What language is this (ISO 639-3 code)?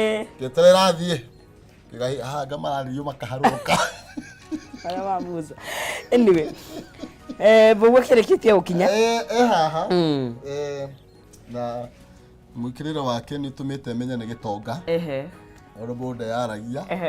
kik